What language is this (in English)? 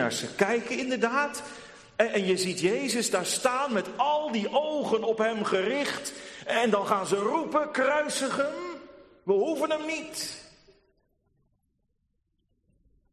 Dutch